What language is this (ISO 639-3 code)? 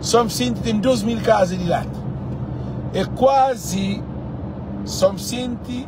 kea